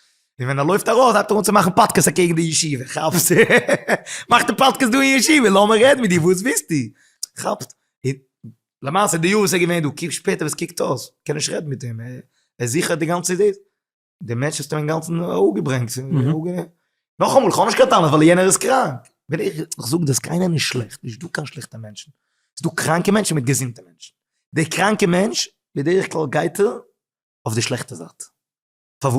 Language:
Yiddish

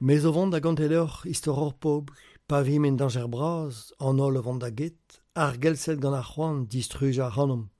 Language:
Breton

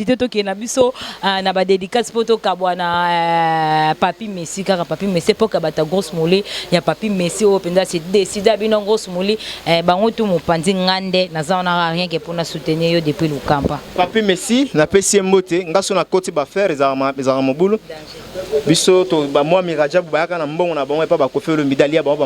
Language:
Lingala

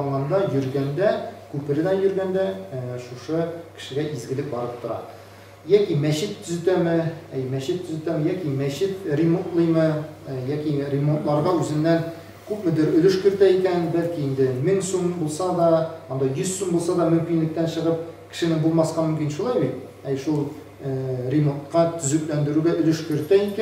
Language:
Tatar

